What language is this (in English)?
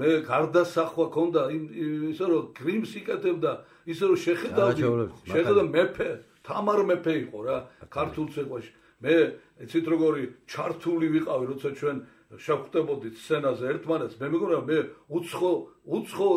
Georgian